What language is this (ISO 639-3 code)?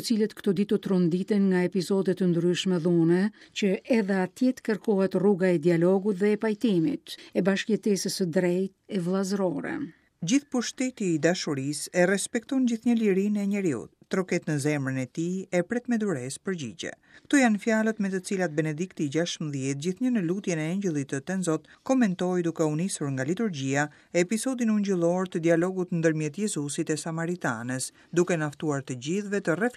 sqi